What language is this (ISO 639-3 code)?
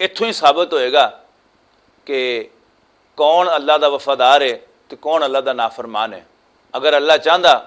lah